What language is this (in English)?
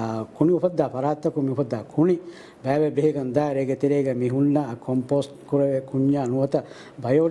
Divehi